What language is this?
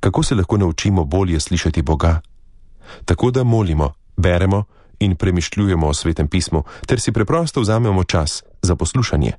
Slovenian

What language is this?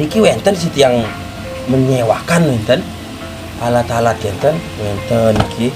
Balinese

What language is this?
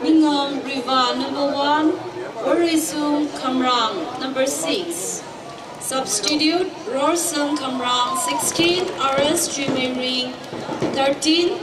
Tangkhul Naga (India)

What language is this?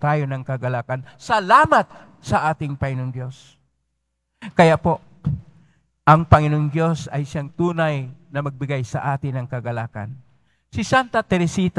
Filipino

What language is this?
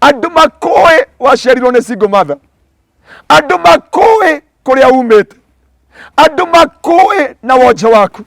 Kikuyu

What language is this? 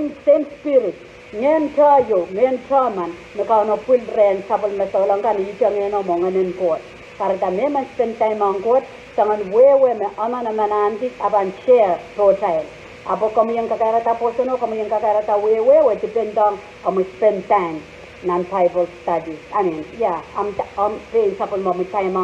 Pohnpeian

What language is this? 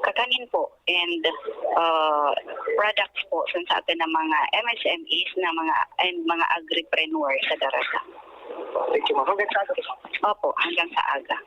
Bikol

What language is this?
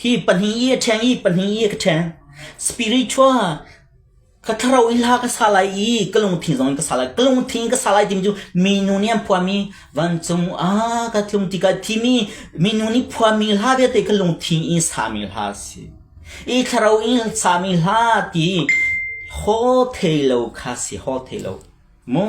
Hakha Chin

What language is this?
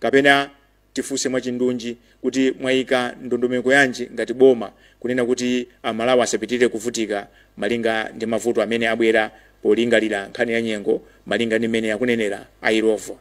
Nyanja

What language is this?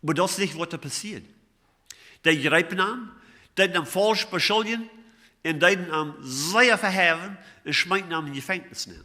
Plautdietsch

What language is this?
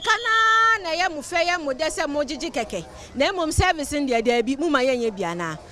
Akan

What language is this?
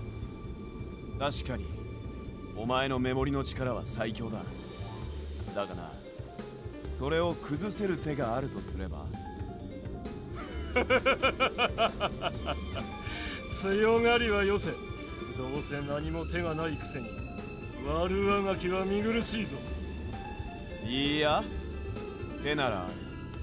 Japanese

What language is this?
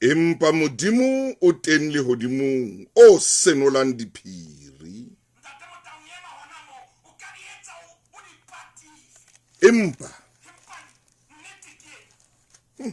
Southern Sotho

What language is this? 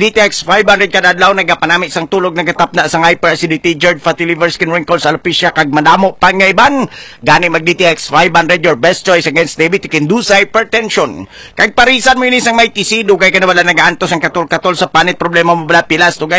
Hiligaynon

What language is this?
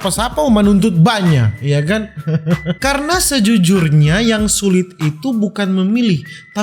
Manado Malay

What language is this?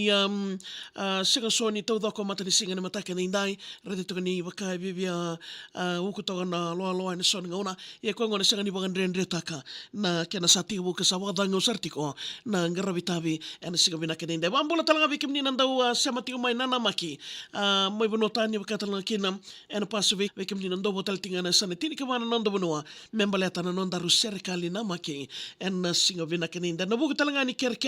Fijian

